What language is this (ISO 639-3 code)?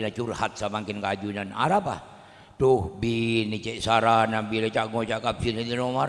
mad